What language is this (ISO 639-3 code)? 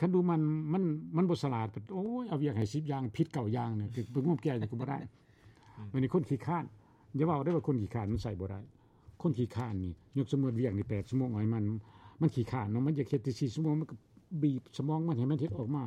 lao